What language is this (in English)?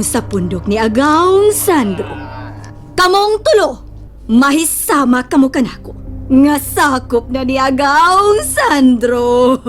Cebuano